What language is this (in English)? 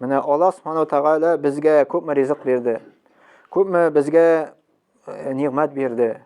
Tatar